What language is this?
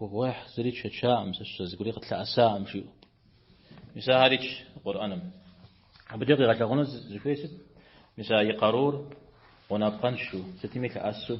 Kabardian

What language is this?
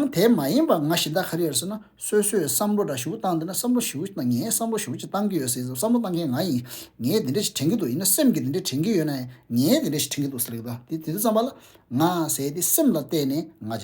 Tibetan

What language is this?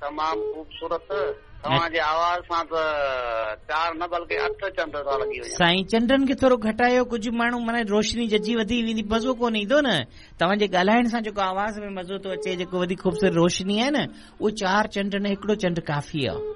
Sindhi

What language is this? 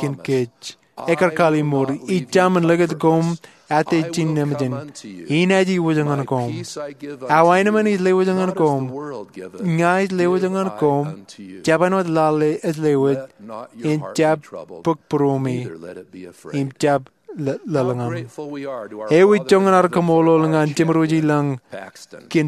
Marshallese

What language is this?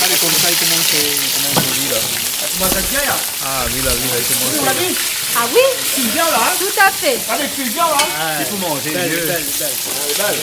Réunion Creole French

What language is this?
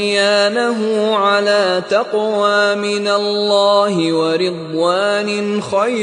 Arabic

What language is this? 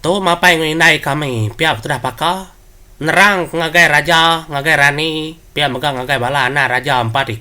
Iban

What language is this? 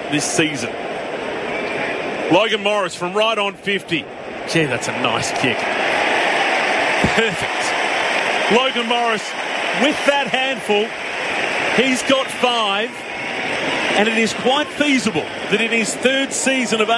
English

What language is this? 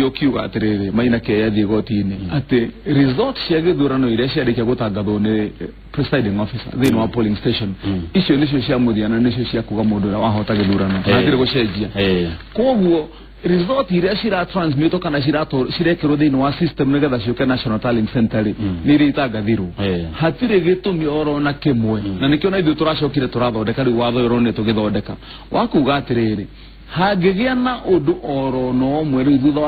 Kikuyu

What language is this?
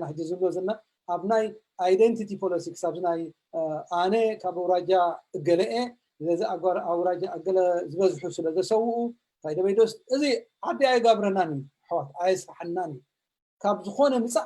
Tigrinya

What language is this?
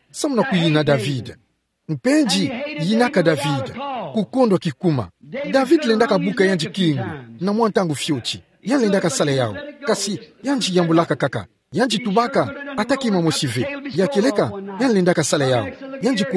Kituba (Democratic Republic of Congo)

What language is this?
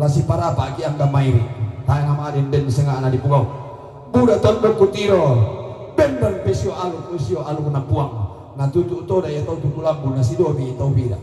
Toraja-Sa'dan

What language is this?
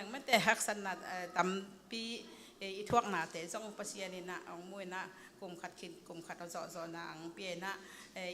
Tedim Chin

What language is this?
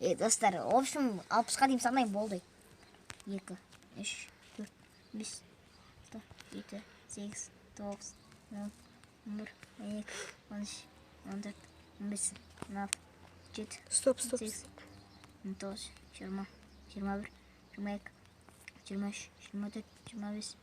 Kazakh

